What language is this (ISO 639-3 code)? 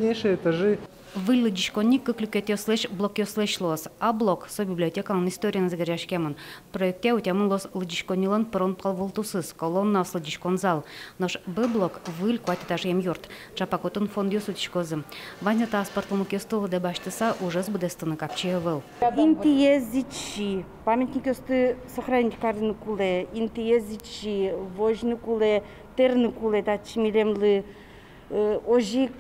udm